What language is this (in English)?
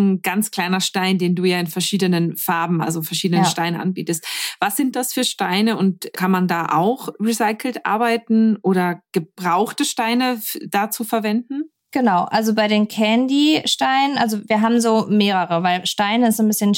German